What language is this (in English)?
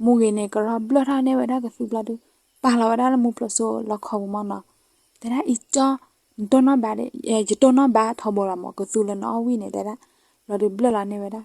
S'gaw Karen